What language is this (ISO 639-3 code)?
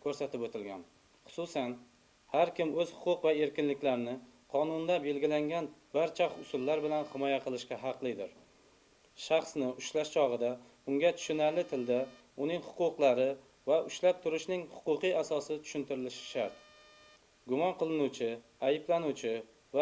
uzb